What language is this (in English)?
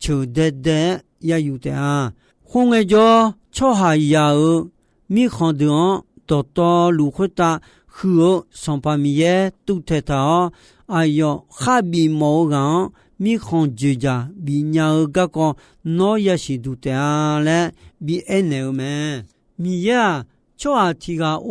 Akha